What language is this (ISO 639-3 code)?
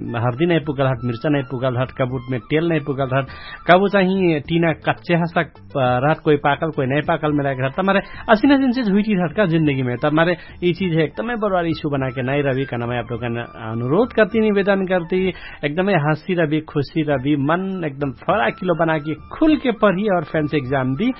thl